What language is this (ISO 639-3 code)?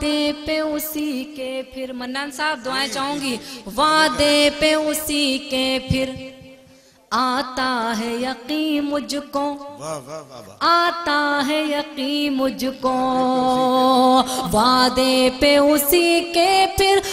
urd